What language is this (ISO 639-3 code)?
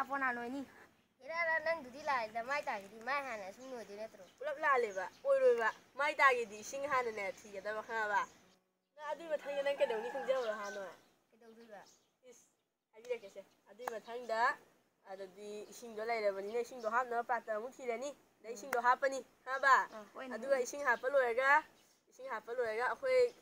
mni